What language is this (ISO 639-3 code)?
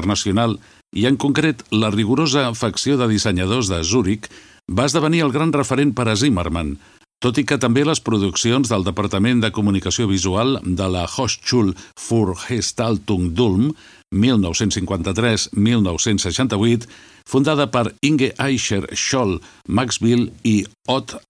cat